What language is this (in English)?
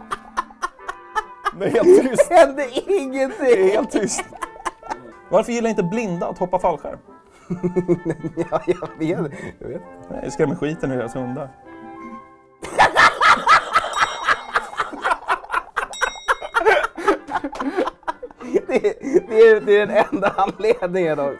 Swedish